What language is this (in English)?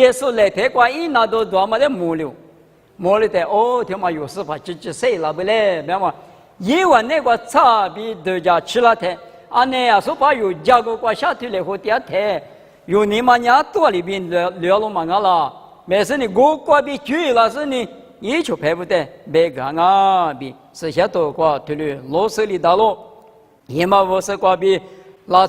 Lisu